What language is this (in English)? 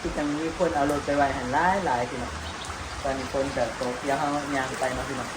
Northeastern Thai